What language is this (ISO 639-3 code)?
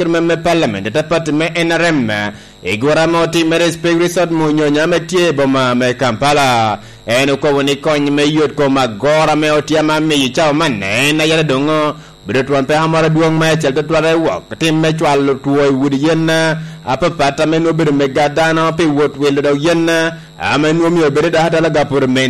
laj